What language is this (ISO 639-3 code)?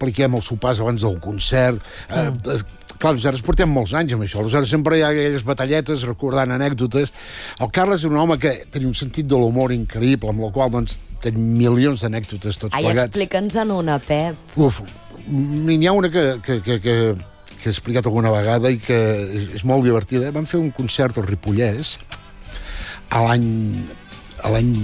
cat